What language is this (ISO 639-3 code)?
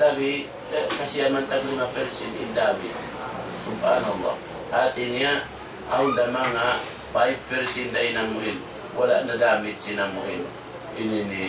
tsg